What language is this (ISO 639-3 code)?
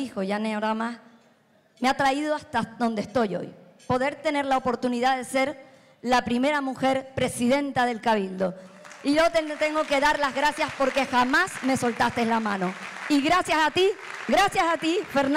spa